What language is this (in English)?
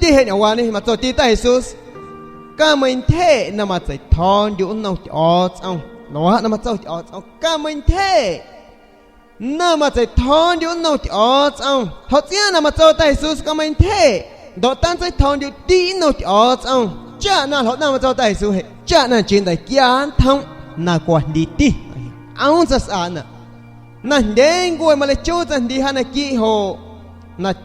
San Pedro Amuzgos Amuzgo